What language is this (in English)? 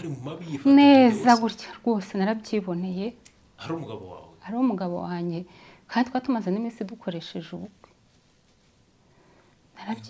Kinyarwanda